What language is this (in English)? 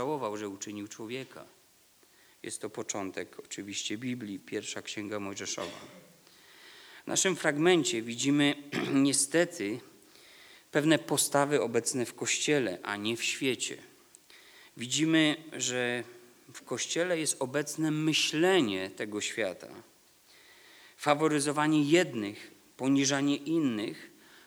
Polish